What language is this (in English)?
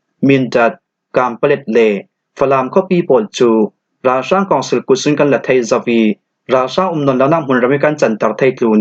Falam Chin